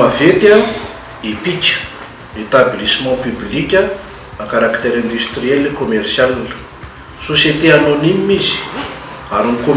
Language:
Malagasy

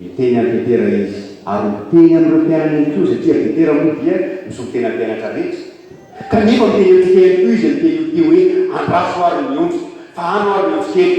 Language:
Malagasy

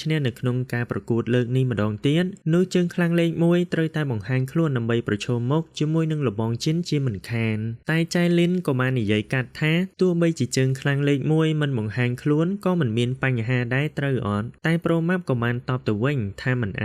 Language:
Khmer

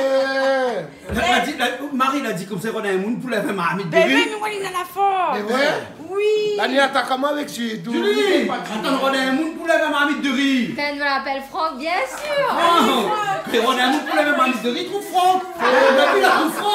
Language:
Réunion Creole French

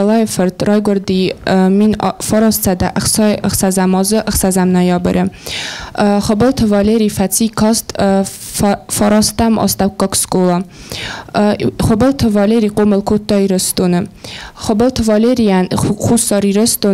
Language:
Ossetic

